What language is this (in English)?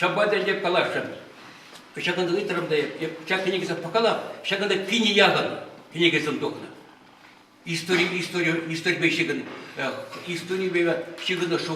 Chuvash